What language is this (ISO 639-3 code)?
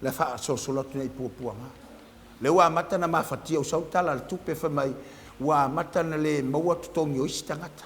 smo